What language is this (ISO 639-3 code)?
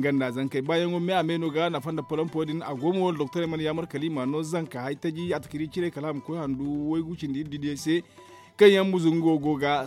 dje